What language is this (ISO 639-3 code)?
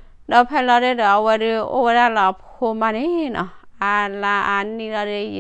ksw